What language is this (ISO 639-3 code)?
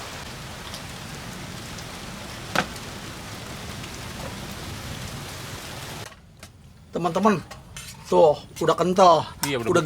bew